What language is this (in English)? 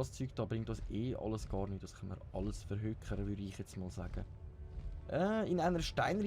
Swiss German